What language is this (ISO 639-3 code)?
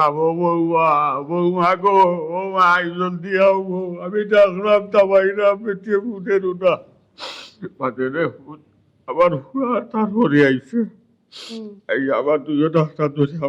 syl